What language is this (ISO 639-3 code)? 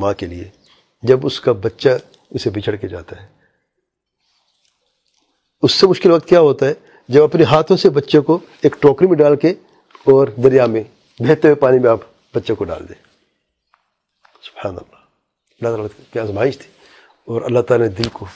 urd